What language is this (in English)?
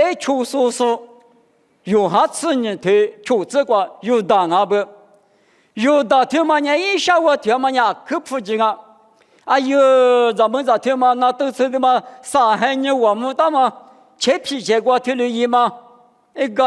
Lisu